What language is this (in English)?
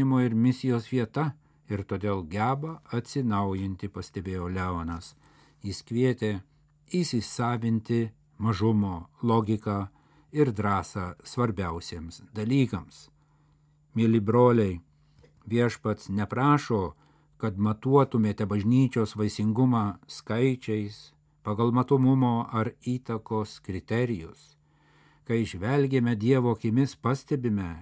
Lithuanian